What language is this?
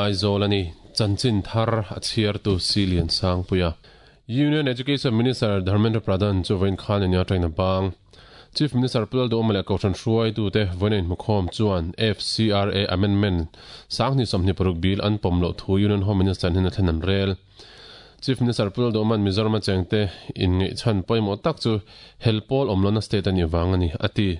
Mizo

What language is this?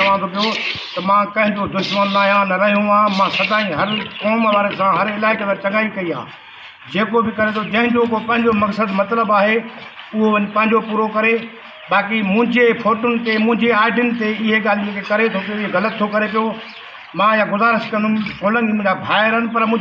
Sindhi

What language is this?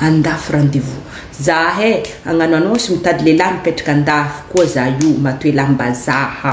Malagasy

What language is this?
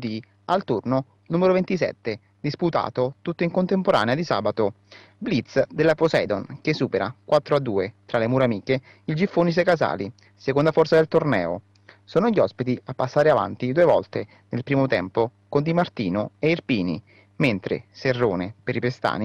Italian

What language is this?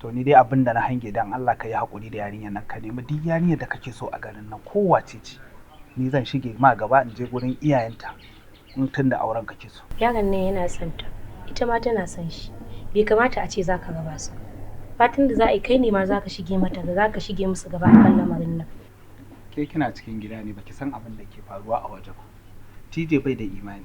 Hausa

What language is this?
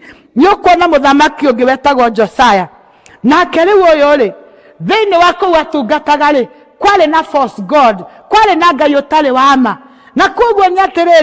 Kikuyu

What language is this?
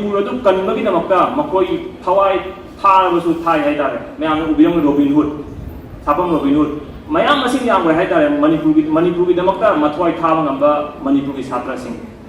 Manipuri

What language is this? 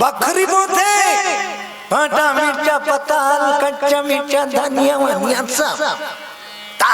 Chhattisgarhi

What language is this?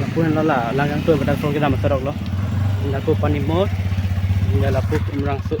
Karbi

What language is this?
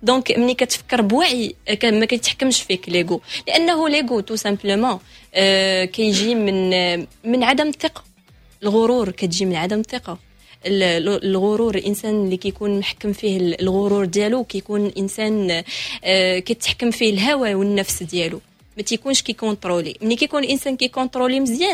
Moroccan Arabic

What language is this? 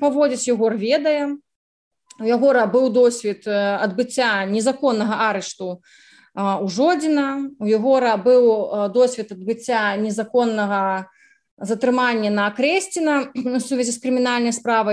Belarusian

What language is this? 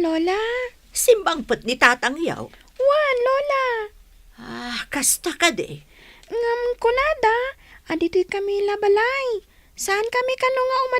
Iloko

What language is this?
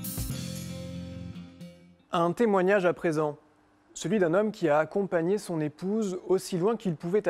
French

